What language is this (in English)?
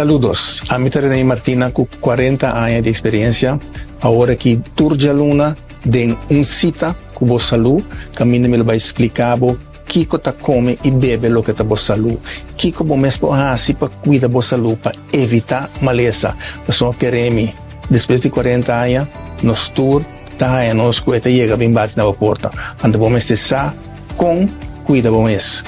Papiamento